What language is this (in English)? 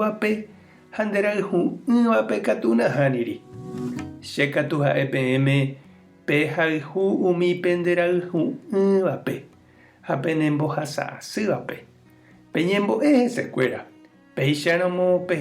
Guarani